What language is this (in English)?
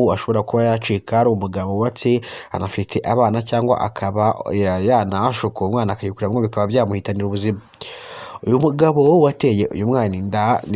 Kinyarwanda